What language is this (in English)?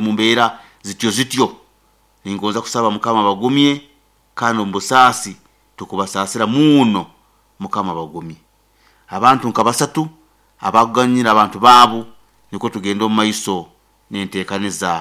Nyoro